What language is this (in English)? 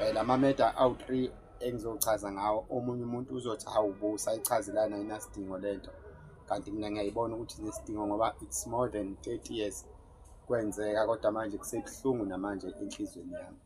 Zulu